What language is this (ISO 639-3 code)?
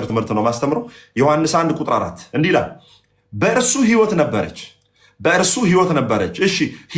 amh